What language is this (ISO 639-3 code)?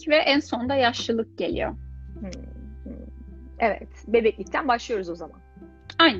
tur